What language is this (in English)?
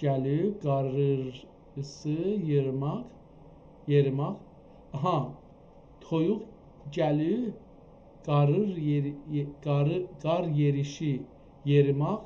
South Azerbaijani